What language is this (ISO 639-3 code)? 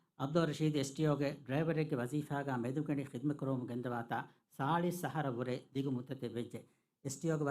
div